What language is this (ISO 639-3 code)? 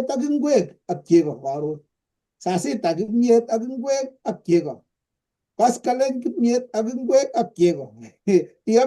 kln